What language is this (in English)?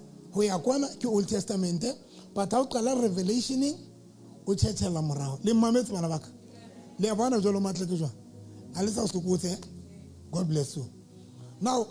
Southern Sotho